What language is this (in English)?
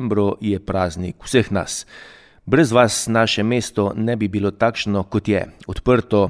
Slovenian